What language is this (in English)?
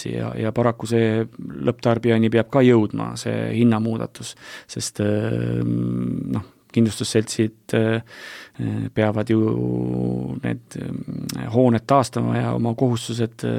Estonian